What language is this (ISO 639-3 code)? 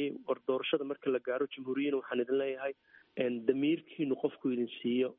som